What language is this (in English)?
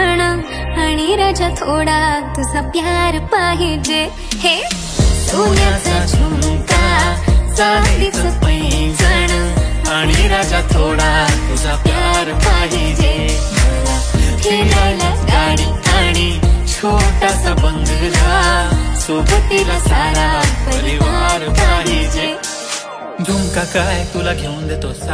Marathi